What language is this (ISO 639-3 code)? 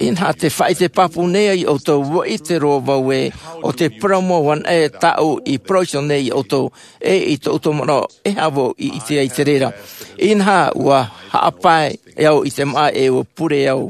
tah